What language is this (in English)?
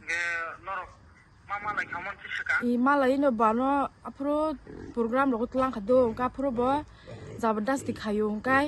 Kok Borok